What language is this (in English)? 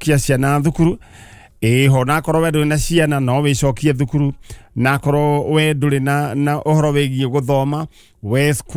Kikuyu